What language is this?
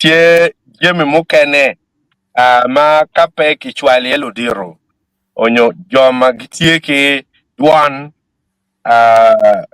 Acoli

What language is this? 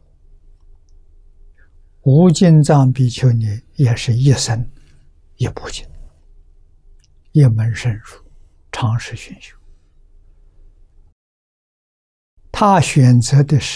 Chinese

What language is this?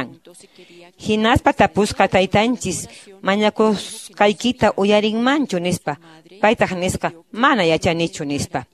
Quechua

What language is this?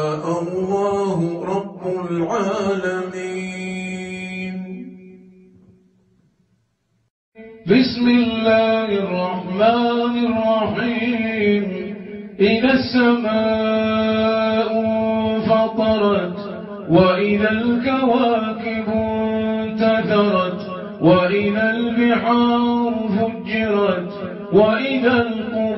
Arabic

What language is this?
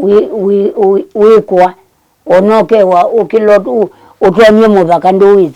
Kamba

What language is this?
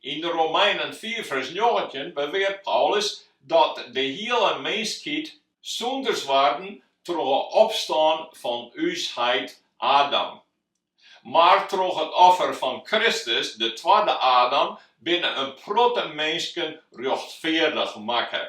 Western Frisian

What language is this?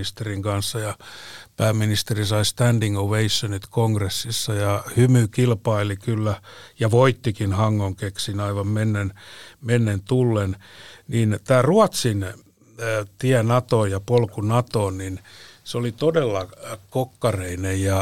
Finnish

